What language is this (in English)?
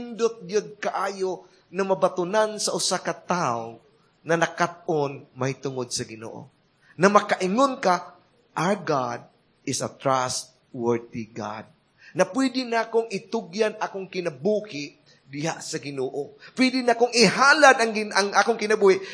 Cebuano